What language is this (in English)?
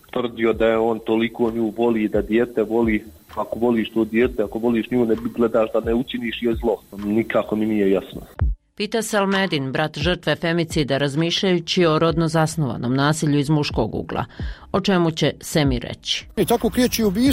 Bosnian